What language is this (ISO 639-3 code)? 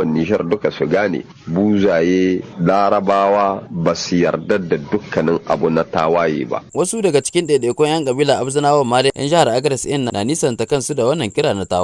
hau